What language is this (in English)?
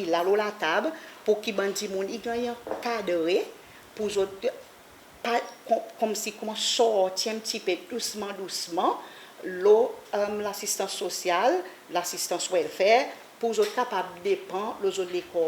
Seselwa Creole French